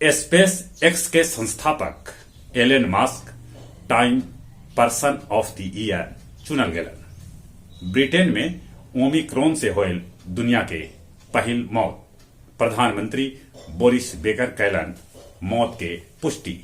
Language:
Magahi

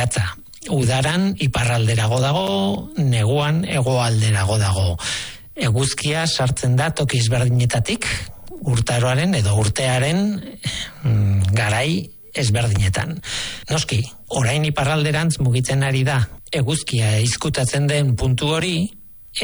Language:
Basque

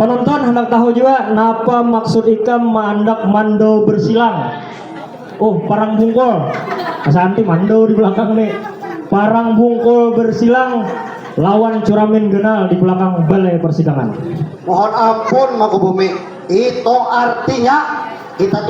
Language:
Banjar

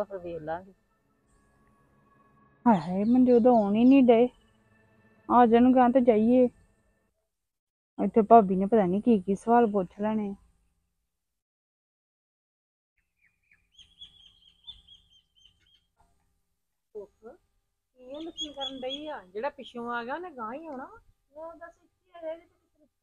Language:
Punjabi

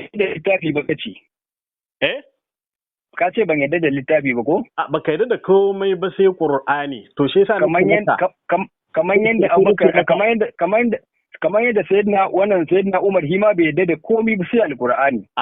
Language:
Hausa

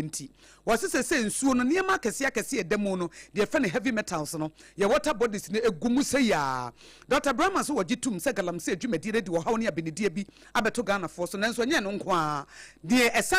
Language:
Akan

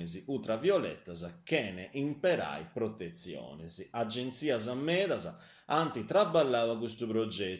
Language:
Sardinian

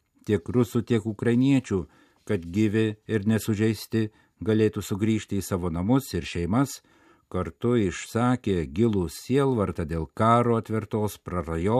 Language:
Lithuanian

